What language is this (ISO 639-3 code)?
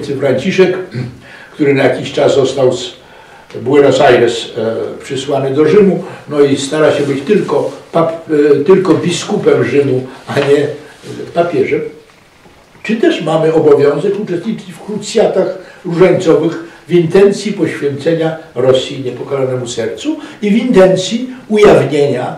pol